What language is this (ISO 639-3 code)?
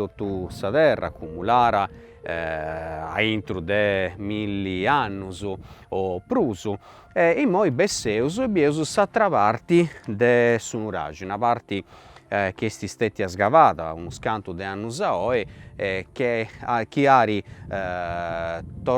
srd